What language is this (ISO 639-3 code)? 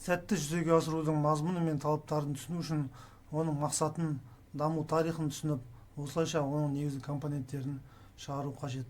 kaz